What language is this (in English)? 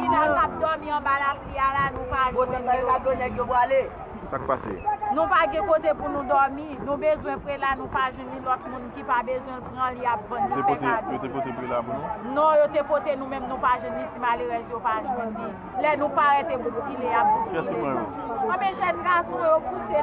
Haitian Creole